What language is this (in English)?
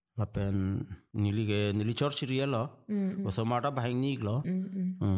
Karbi